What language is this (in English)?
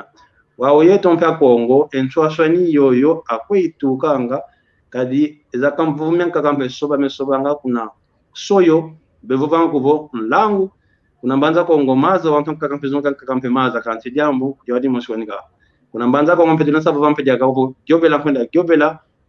San Salvador Kongo